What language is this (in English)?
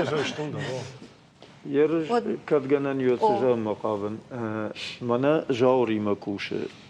Ossetic